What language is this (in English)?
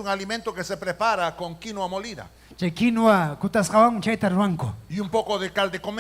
Ayacucho Quechua